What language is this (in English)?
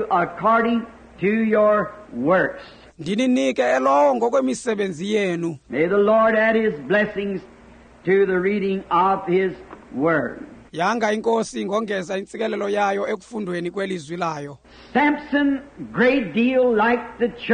Xhosa